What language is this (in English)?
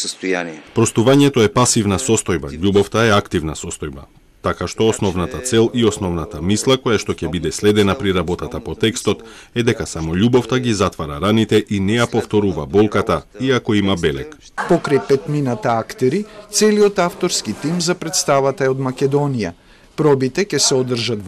Macedonian